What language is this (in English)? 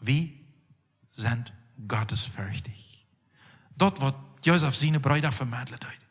Plautdietsch